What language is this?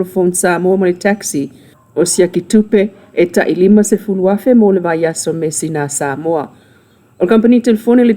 Samoan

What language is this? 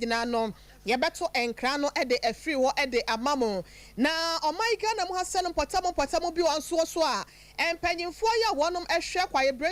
Akan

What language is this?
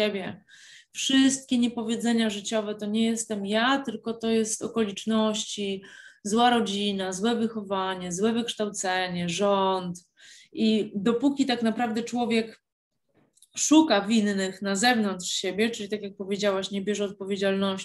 Polish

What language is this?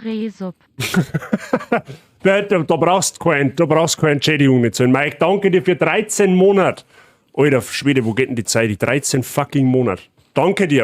Bavarian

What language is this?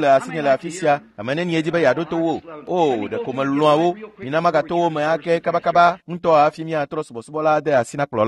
Ewe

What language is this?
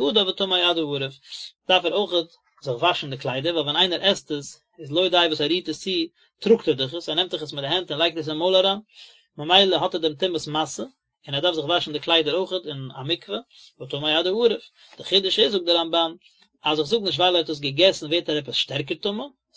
Yiddish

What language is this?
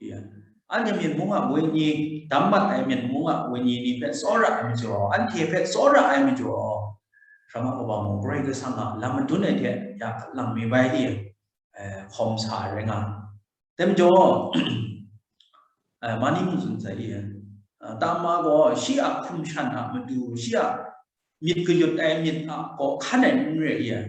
Kachin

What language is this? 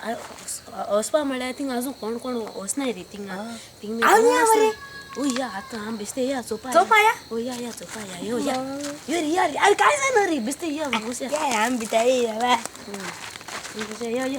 Konkani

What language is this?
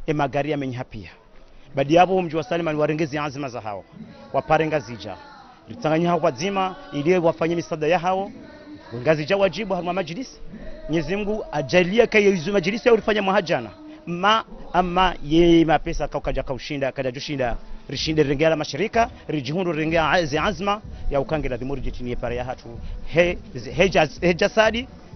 Ngazidja Comorian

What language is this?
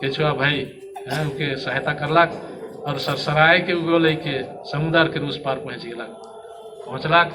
Sadri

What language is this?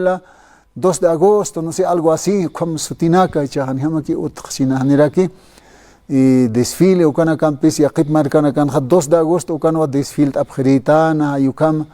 Aymara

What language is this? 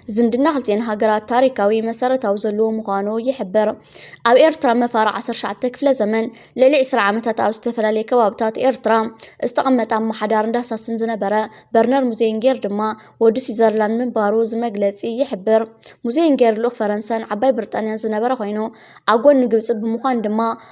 Tigrinya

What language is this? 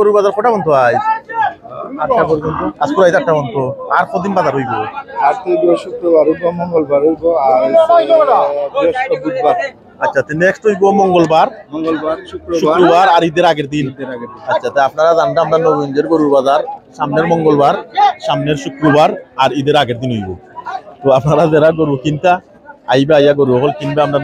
Sylheti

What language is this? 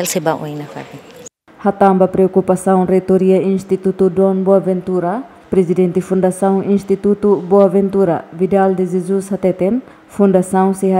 Tetum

